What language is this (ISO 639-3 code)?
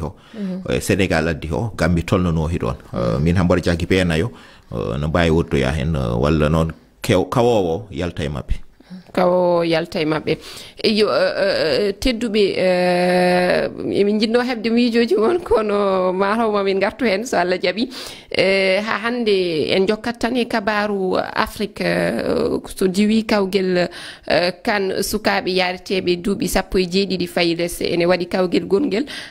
ful